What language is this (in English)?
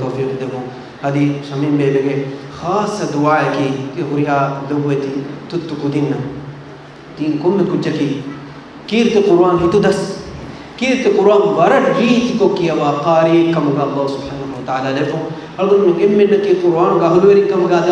Divehi